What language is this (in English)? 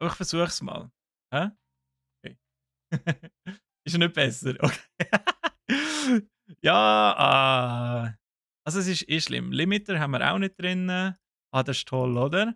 Swiss German